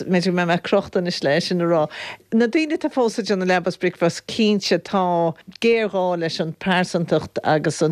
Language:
Irish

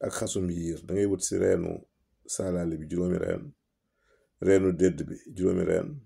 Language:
Wolof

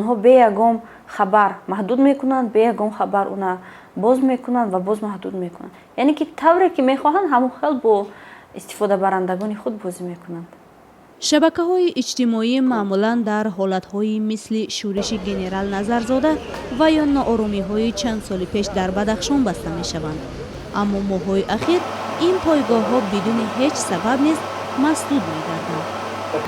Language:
Tajik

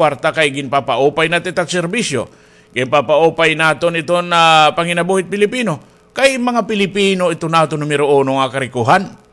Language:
Waray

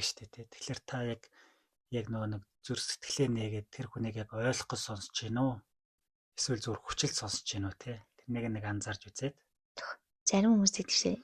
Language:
Mongolian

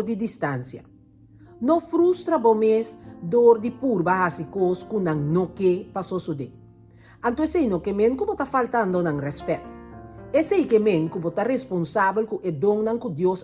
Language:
Papiamento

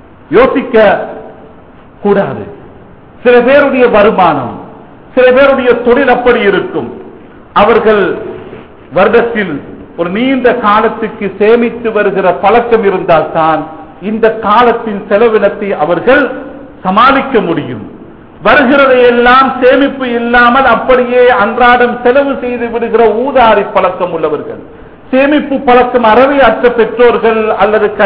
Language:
Tamil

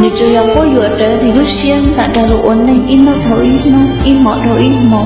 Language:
Hmong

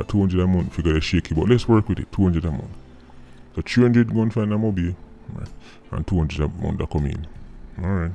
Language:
Jamaican Creole English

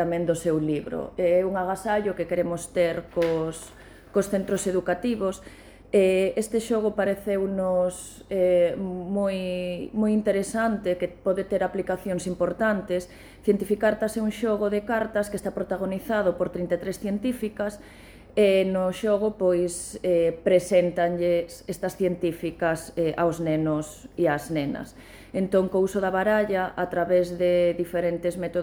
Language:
Galician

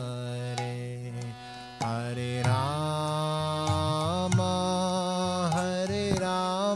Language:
Hindi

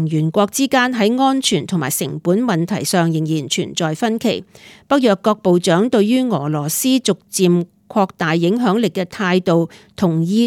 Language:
Cantonese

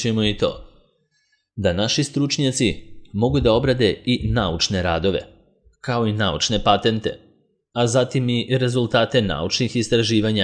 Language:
Serbian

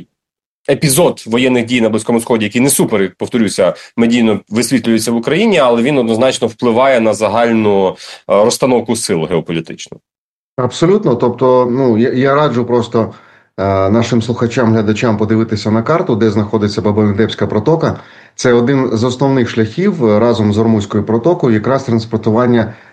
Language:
Ukrainian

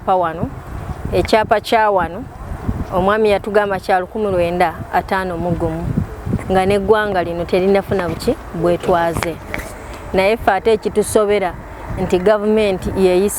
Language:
Ganda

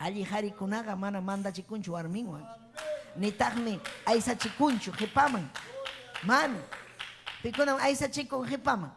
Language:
Ayacucho Quechua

